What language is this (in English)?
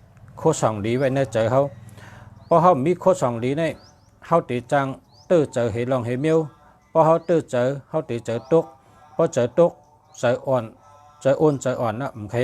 Shan